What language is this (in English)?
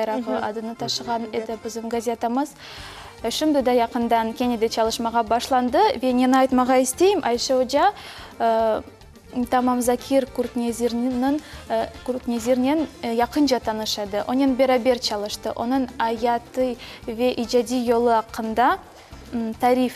Crimean Tatar